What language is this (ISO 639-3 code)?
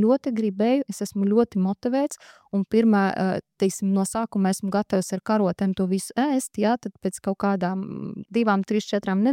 lav